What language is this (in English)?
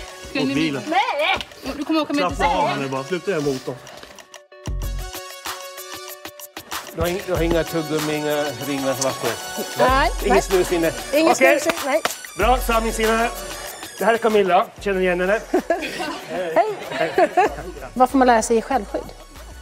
Swedish